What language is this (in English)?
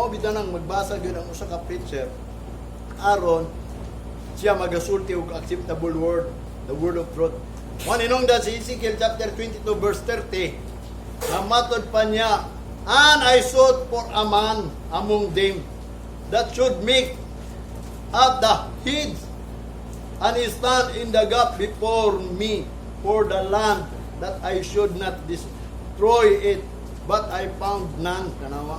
Cebuano